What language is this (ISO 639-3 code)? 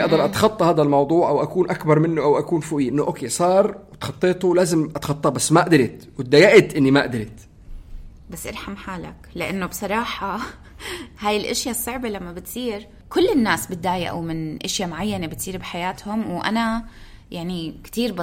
apc